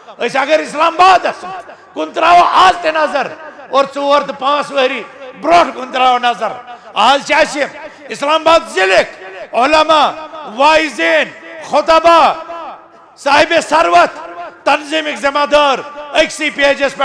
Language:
Kashmiri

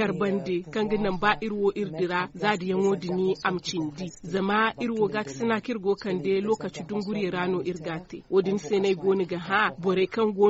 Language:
Zarma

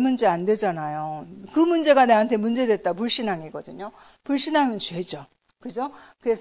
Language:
Korean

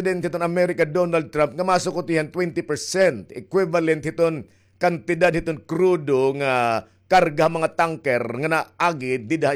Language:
Waray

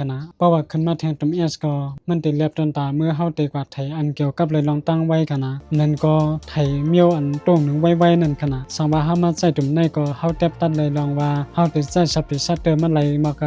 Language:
Shan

